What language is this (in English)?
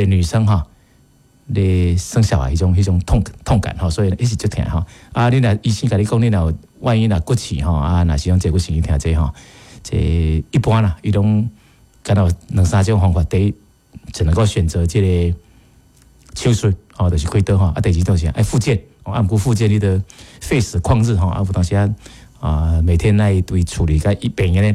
Min Nan Chinese